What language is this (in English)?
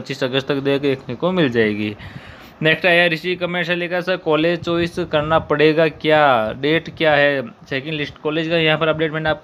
Hindi